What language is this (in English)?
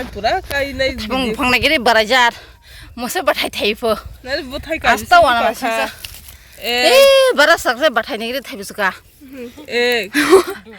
Kok Borok